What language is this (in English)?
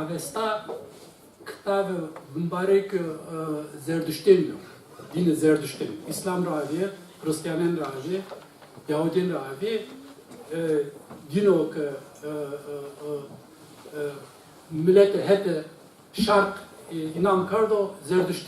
Zaza